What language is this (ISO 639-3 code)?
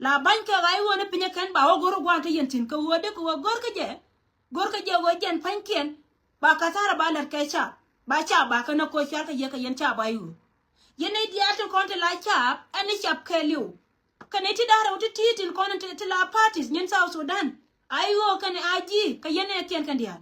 nus